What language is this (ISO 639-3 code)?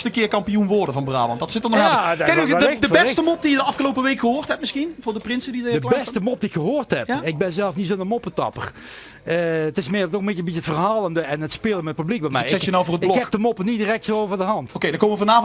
lim